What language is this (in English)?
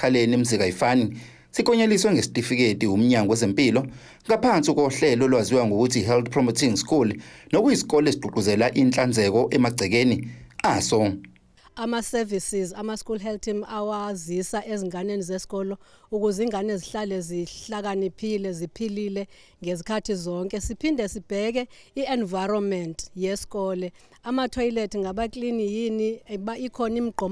Zulu